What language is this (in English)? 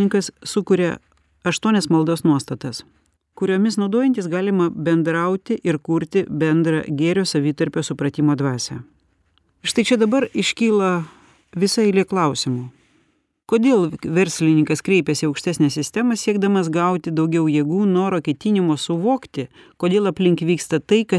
Lithuanian